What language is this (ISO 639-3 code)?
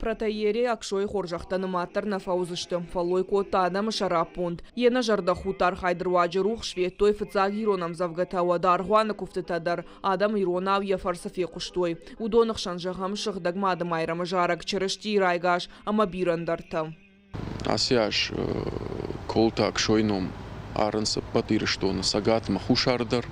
oss